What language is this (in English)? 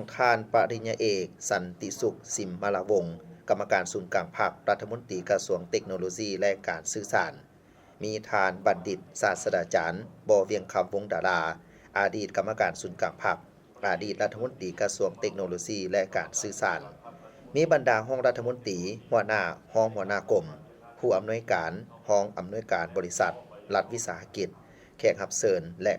Lao